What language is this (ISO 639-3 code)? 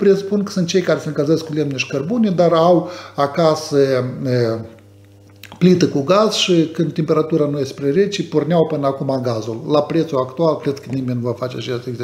ron